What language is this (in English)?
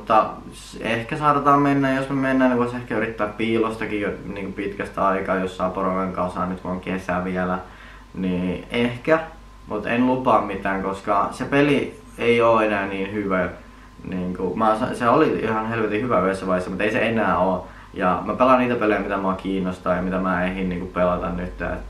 Finnish